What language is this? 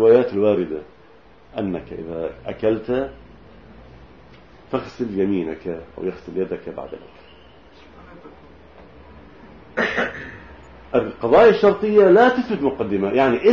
Arabic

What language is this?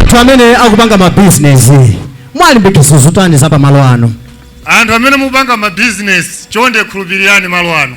Nyanja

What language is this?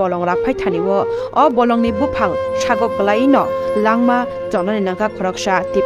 Kok Borok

